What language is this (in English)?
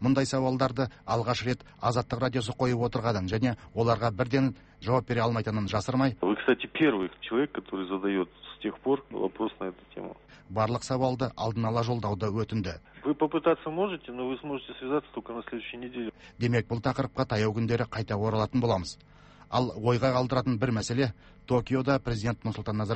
Kazakh